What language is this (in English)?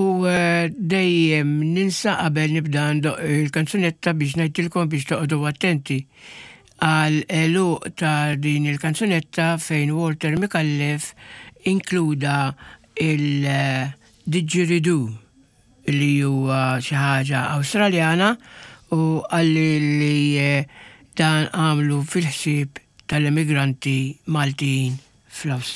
Maltese